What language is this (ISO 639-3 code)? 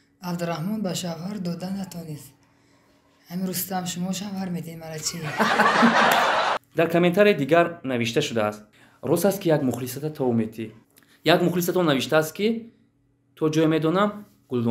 tgk